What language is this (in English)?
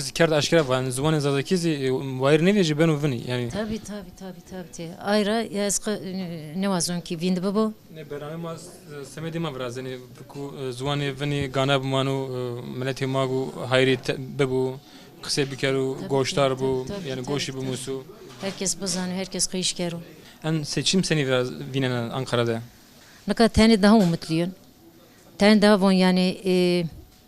Zaza